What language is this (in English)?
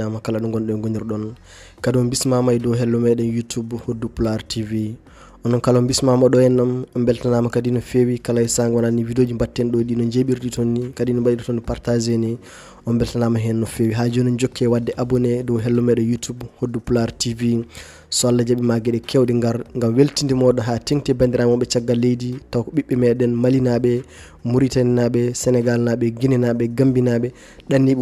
Fula